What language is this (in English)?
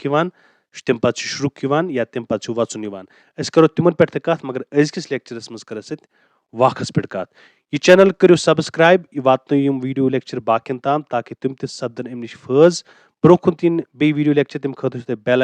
Kashmiri